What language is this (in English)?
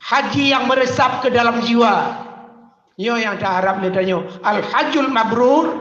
Achinese